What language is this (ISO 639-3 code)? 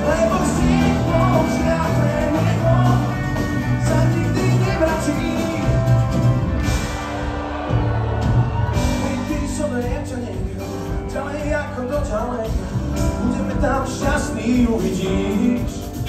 slk